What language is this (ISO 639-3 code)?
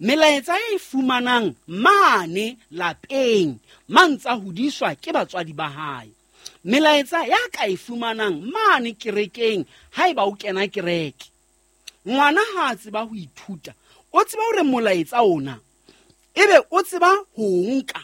sot